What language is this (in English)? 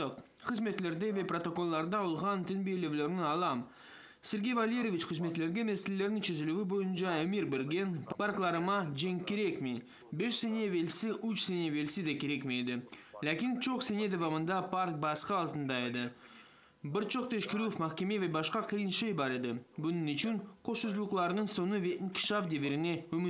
Crimean Tatar